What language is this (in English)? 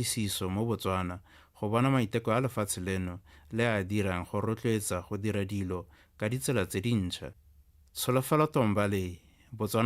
Tswana